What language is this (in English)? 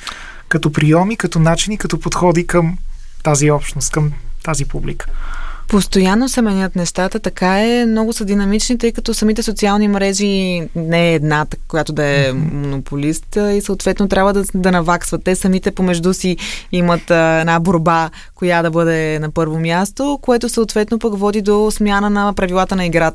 Bulgarian